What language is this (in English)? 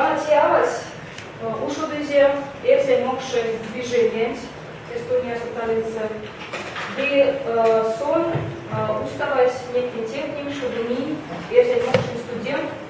Erzya